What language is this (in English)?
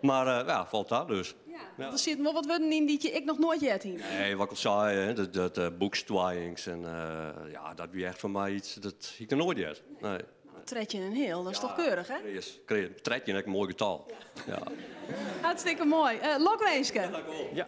Western Frisian